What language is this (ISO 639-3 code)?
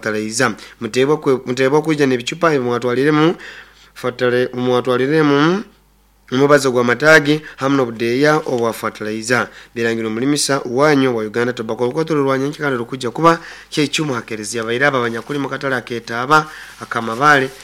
nyo